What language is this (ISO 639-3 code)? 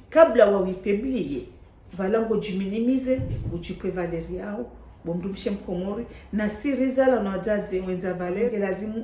zdj